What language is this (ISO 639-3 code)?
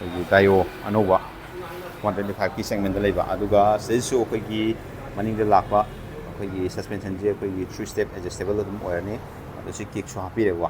mni